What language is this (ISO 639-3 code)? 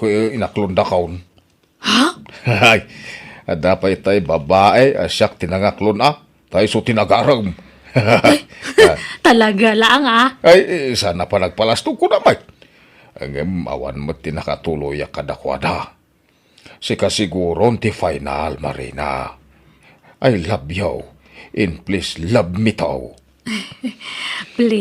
ilo